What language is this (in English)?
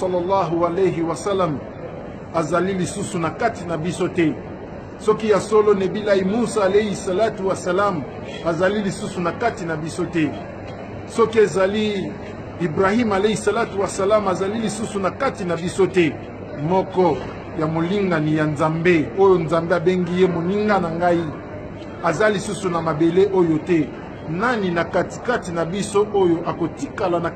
Lingala